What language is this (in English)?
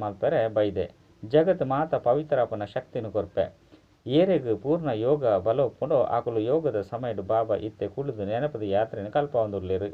Tulu